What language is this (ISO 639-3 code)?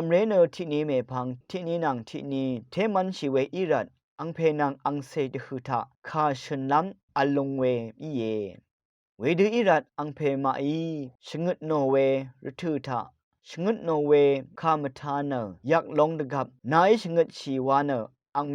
raw